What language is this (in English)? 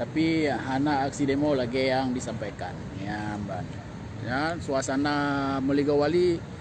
Achinese